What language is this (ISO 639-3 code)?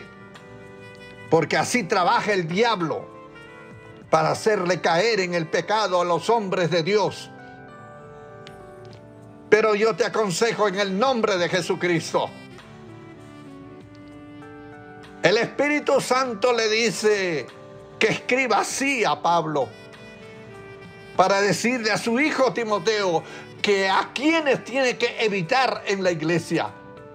spa